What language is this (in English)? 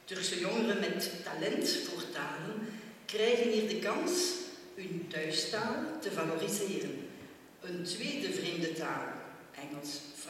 Dutch